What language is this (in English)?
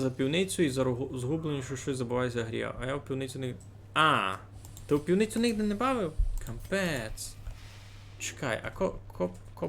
Rusyn